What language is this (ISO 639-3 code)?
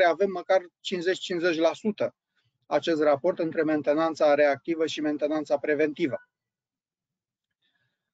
ron